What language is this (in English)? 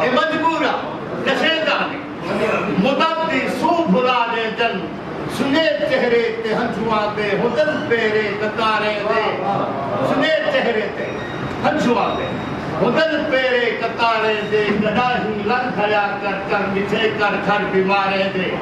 Saraiki